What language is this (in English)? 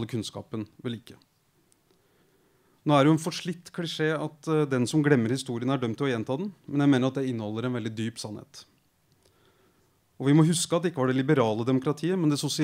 Norwegian